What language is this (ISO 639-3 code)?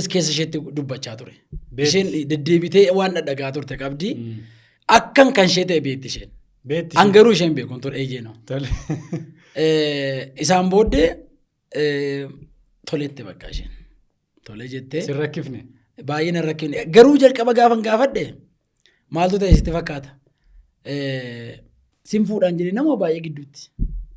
orm